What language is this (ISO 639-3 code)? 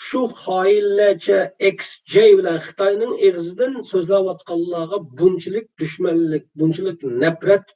uig